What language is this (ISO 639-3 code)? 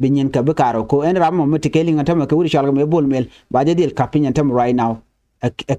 nus